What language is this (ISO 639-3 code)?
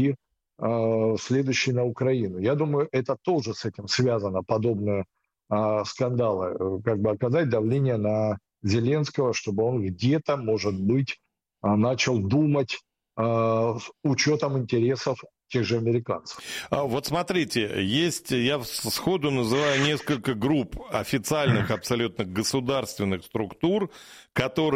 rus